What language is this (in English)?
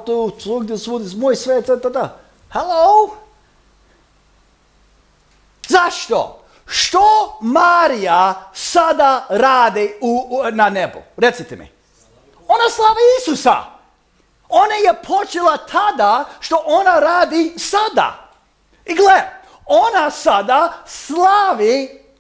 Croatian